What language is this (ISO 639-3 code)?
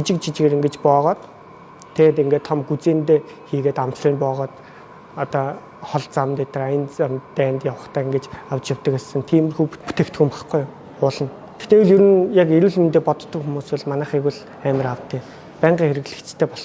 mon